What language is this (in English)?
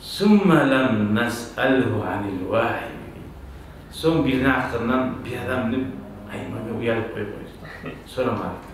Kumyk